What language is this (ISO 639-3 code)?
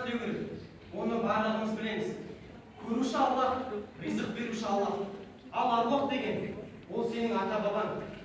kaz